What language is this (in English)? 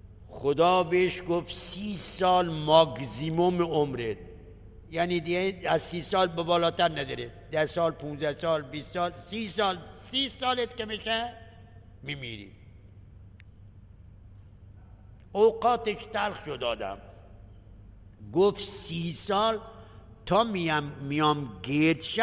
Persian